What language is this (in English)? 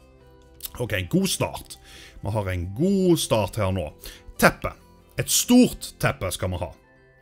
Norwegian